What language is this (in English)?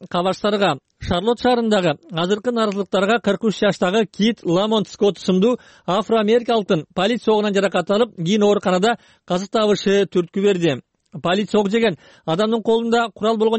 Kyrgyz